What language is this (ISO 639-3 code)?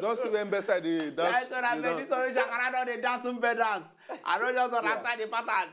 pcm